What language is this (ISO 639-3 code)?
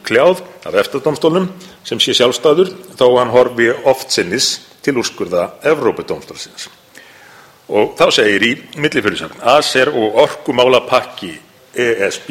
isl